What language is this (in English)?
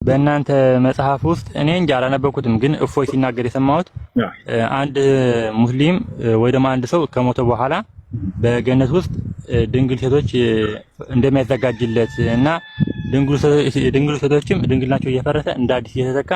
Amharic